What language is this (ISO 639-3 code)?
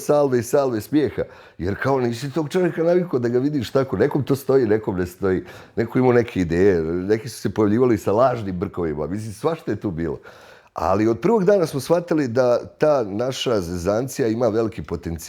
bos